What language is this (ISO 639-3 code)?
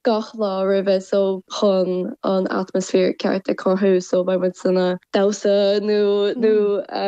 gle